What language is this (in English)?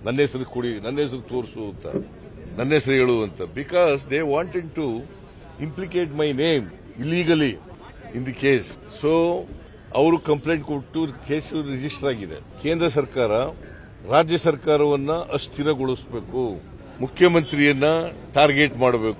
Kannada